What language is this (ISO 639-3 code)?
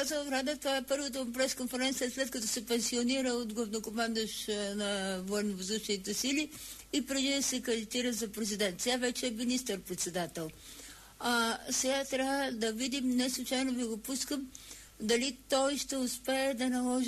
bul